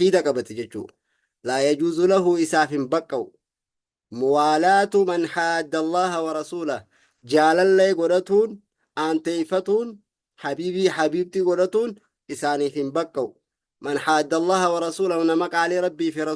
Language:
Oromo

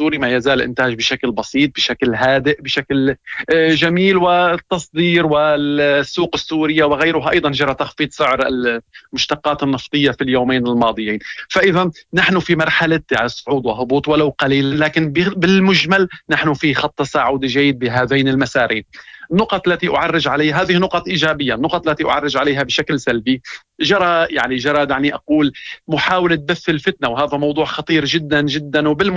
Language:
Moroccan Arabic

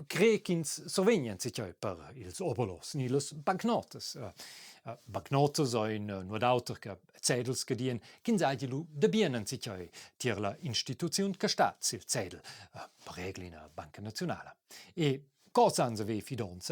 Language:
Romansh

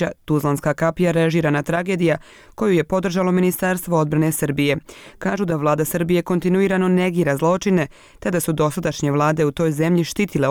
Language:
Bosnian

